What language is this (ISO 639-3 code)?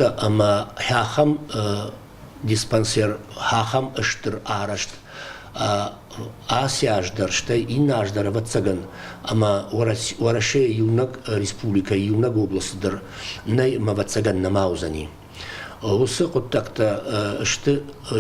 oss